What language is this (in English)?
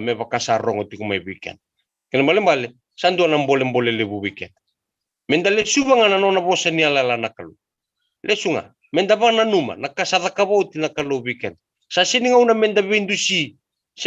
Fijian